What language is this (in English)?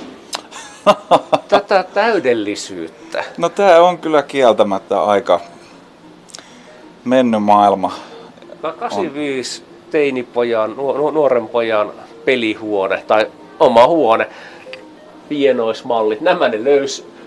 Finnish